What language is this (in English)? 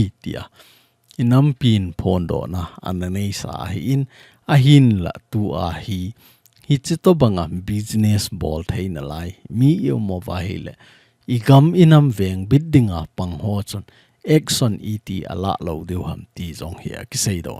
Thado Chin